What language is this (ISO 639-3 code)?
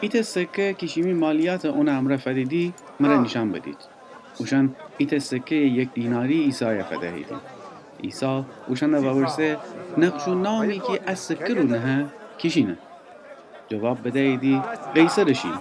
glk